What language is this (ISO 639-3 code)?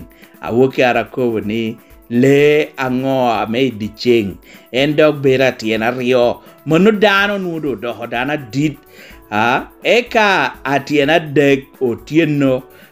laj